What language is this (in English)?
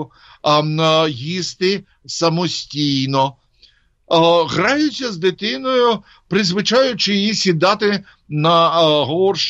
Ukrainian